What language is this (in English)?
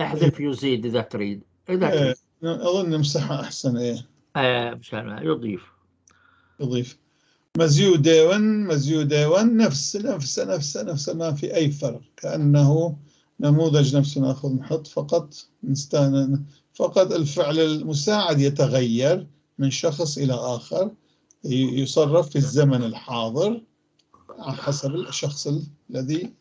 North Levantine Arabic